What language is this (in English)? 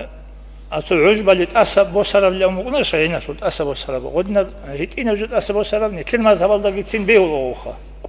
Avaric